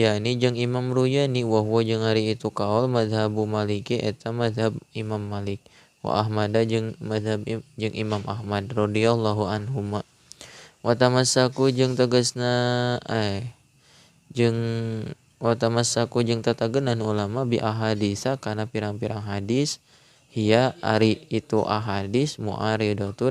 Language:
Sundanese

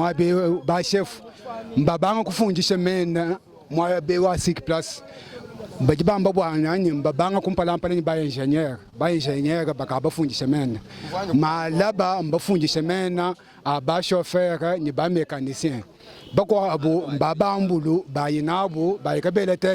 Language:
Luba-Lulua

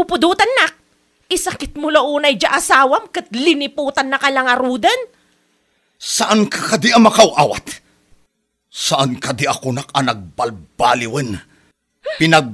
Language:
Iloko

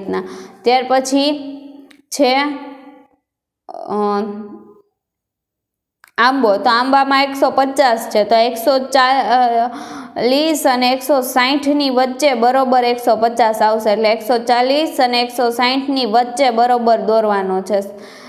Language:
Gujarati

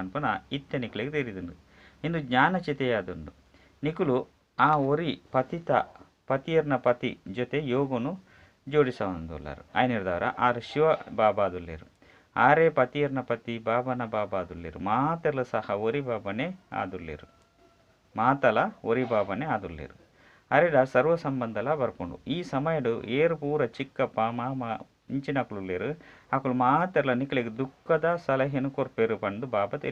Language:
Tulu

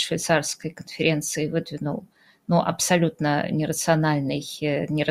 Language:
Russian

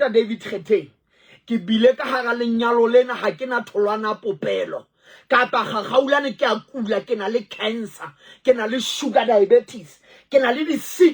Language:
Southern Sotho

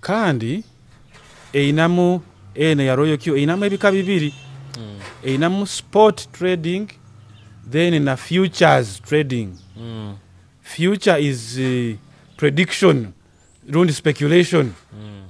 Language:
Nyoro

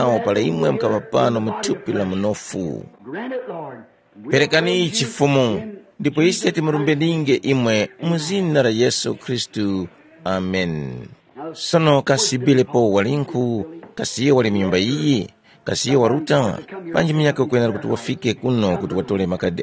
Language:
Tumbuka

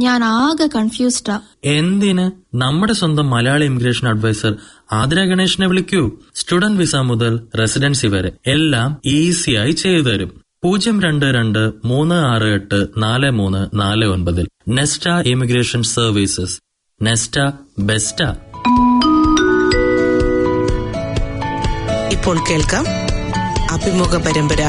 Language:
Malayalam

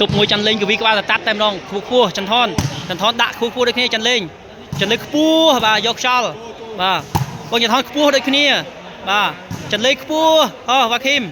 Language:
Khmer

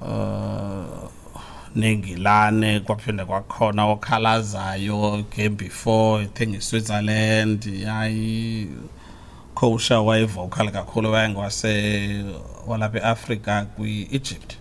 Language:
Xhosa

